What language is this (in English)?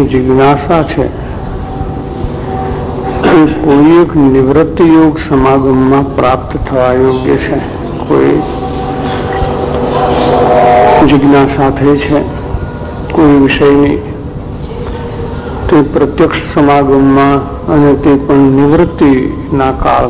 Gujarati